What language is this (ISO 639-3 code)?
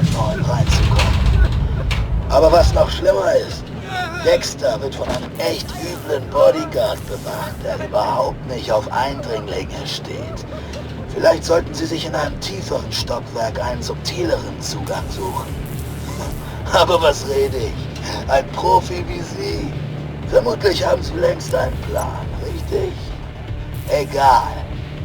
bar